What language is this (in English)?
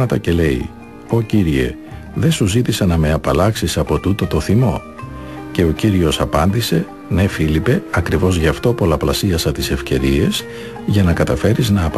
Greek